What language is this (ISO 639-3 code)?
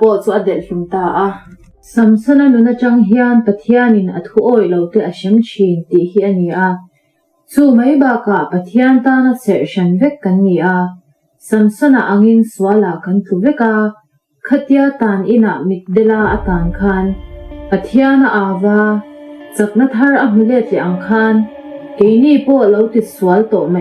lus